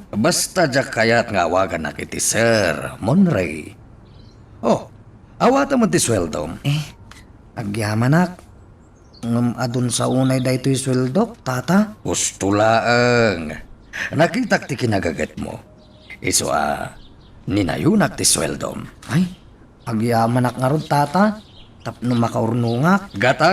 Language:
Iloko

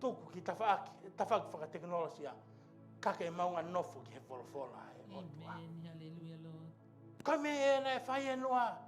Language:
Tongan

